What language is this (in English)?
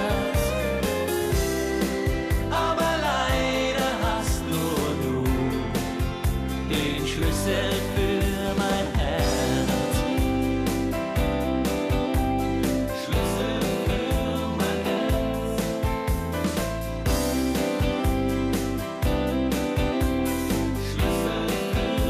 German